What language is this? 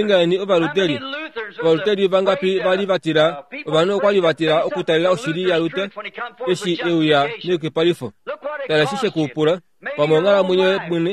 Kuanyama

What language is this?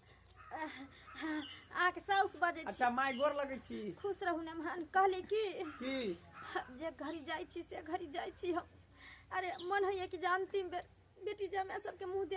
Maithili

